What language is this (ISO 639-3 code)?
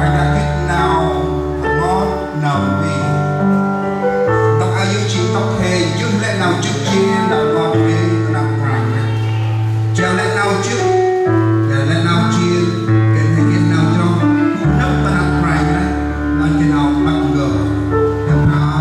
cmo